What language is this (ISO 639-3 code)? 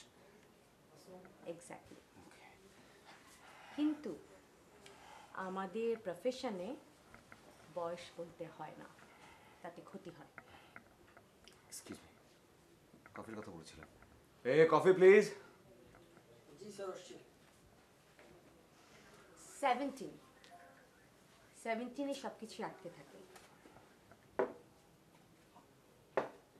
ben